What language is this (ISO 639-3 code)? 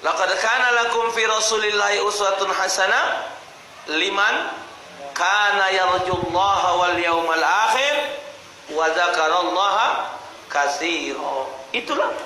mui